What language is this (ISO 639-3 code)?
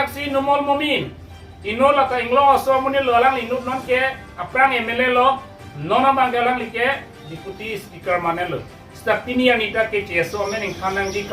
mjw